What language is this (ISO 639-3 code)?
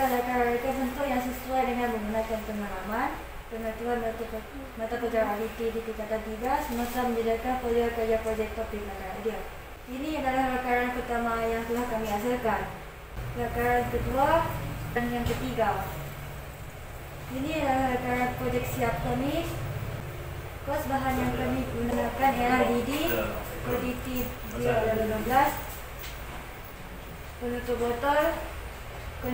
msa